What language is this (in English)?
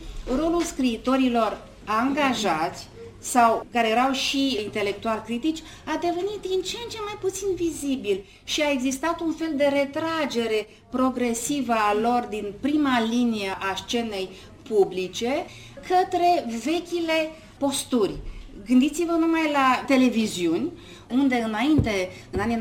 Romanian